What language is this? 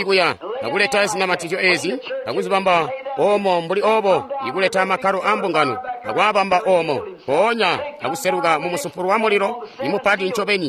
Tonga (Zambia)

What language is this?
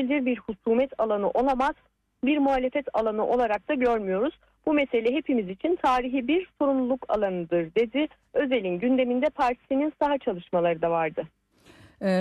Turkish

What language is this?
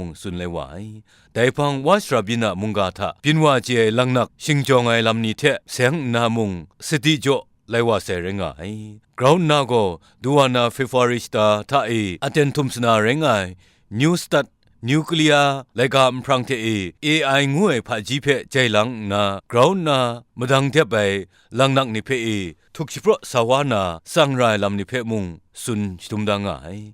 Kachin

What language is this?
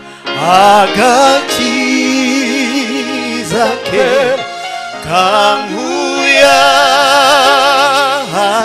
Kinyarwanda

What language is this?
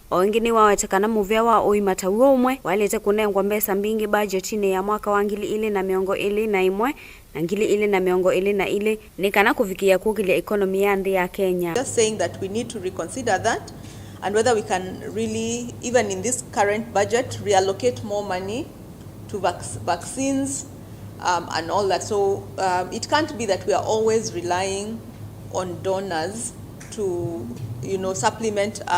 Kamba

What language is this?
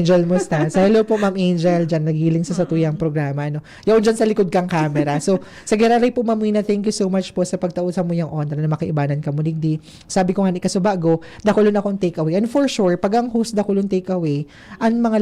Bikol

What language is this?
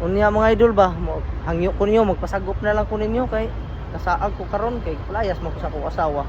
Cebuano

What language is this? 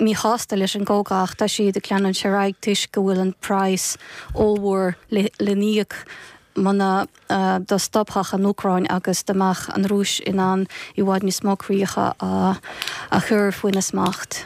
Irish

